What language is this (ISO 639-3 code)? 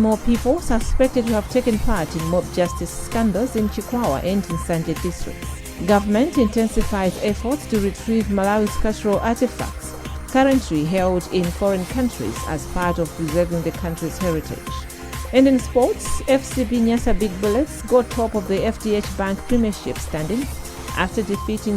eng